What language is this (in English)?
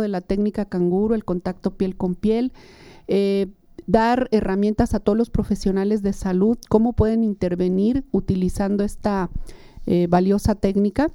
Spanish